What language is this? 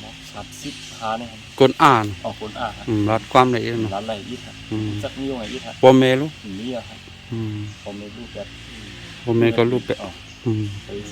Shan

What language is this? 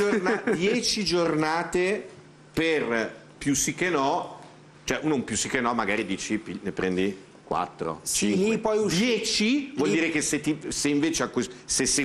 Italian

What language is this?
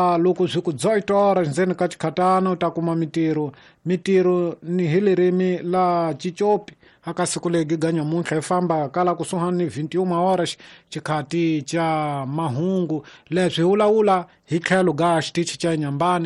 Tsonga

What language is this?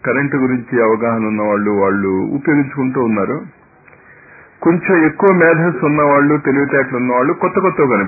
Telugu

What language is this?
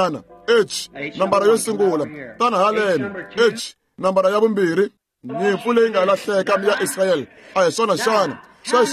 Tsonga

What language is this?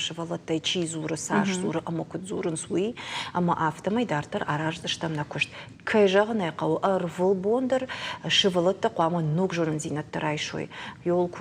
Ossetic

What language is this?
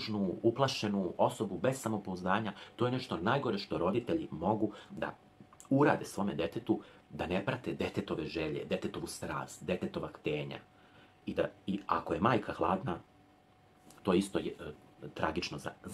Serbian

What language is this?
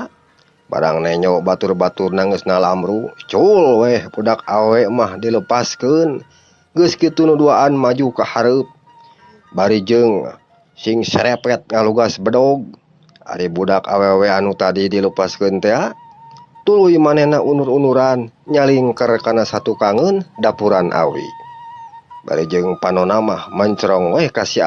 Sundanese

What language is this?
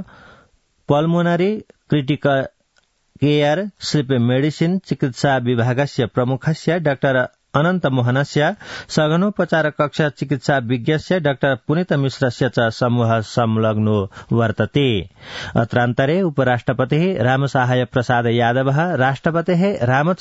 Sanskrit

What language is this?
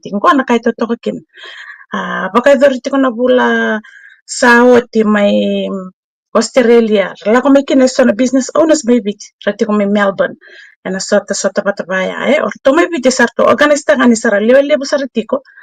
Fijian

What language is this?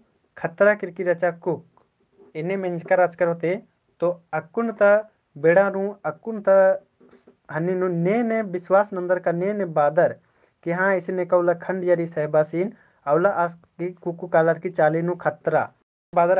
Kurukh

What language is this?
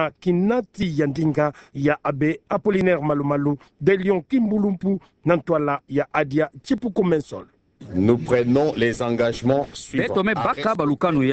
Kituba (Democratic Republic of Congo)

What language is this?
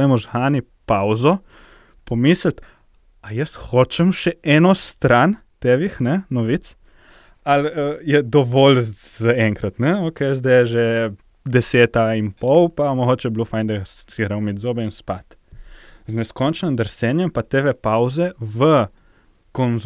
Slovenian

